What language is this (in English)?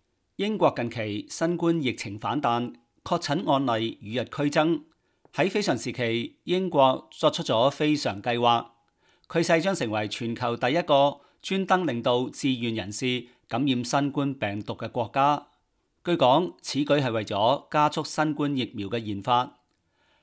Cantonese